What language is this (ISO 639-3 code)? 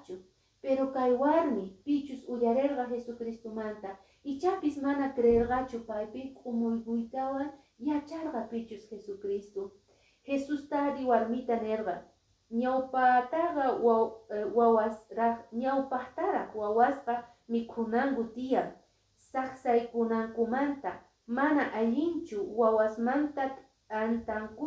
que